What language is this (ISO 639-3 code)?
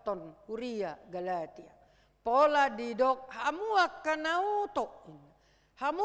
bbc